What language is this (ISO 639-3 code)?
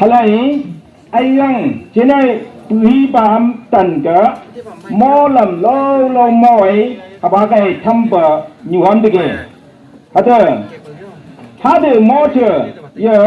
nph